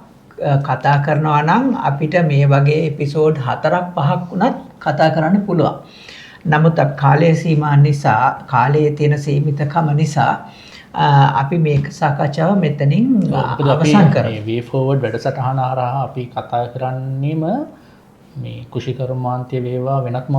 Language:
Sinhala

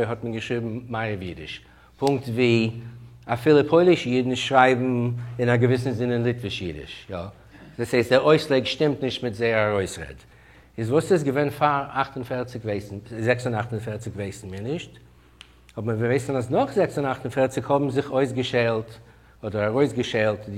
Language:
Yiddish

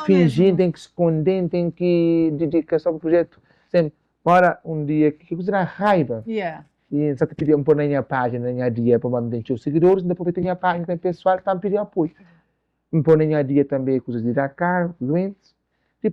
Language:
Kabuverdianu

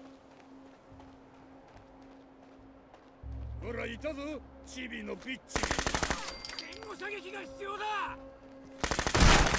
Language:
Japanese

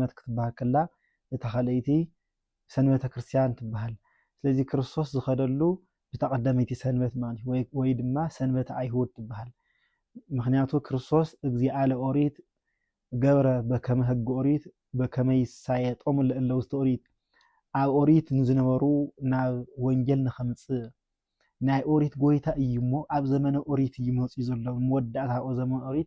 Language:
Tigrinya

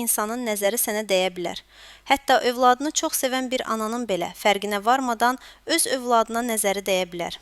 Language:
Azerbaijani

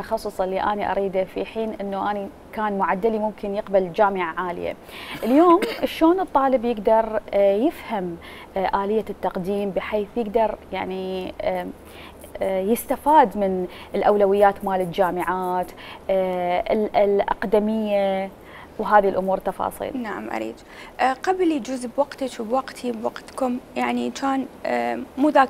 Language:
Mesopotamian Arabic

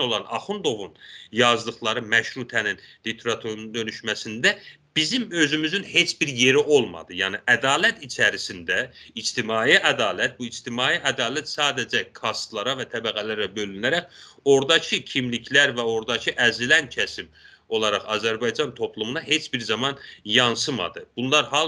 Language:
South Azerbaijani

